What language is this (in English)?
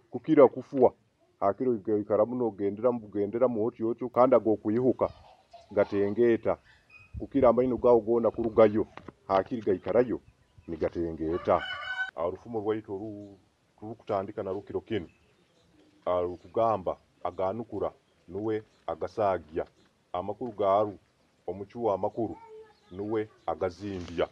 Nyoro